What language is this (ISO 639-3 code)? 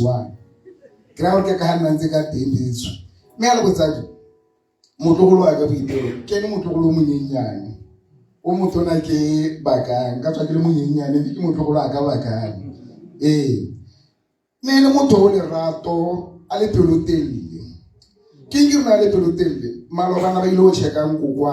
tsn